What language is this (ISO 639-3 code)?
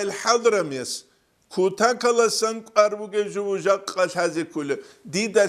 ava